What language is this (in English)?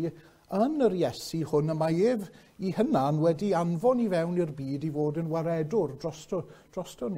Welsh